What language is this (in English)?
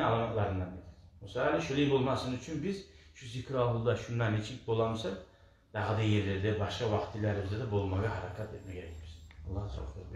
Kumyk